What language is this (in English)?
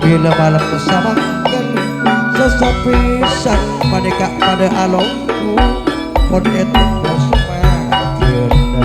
Madurese